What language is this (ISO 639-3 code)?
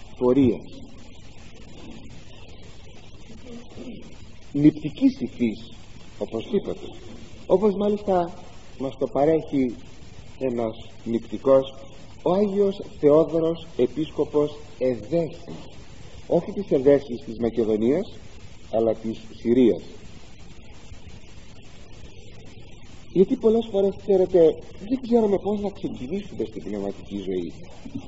ell